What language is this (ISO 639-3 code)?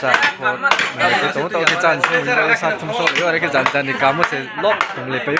ria